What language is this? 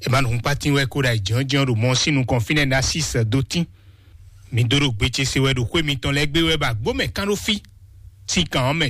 Fon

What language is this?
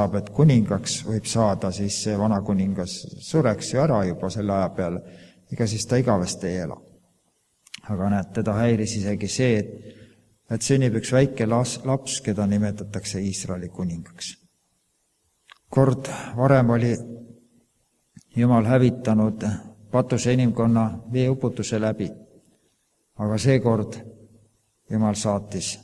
Estonian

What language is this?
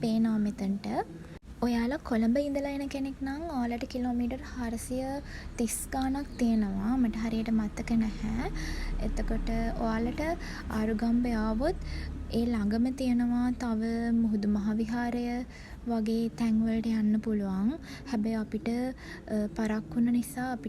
Sinhala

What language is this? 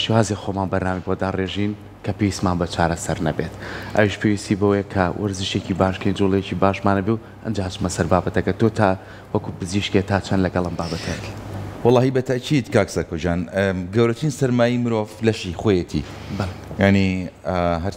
Central Kurdish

